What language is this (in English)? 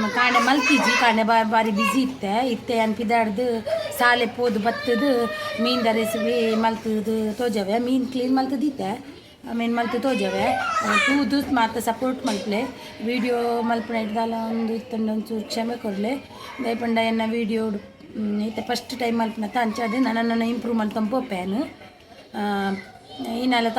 Tulu